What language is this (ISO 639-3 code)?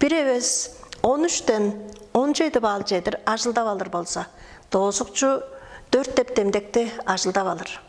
tyv